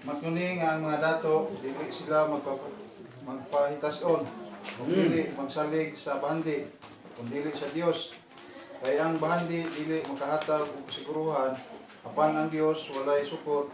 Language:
Cebuano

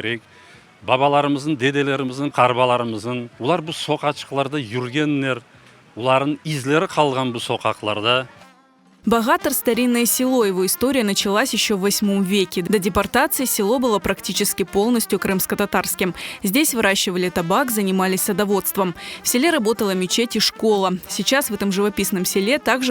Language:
Crimean Tatar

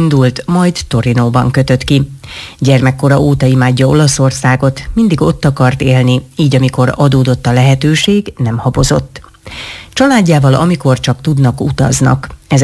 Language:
Hungarian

